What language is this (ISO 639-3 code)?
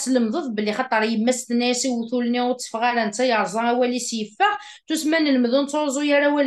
kab